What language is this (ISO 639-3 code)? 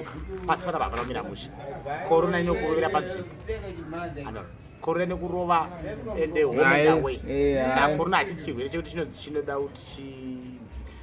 sna